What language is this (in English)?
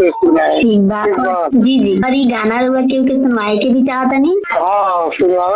Bhojpuri